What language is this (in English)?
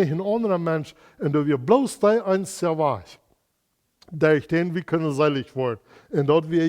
Plautdietsch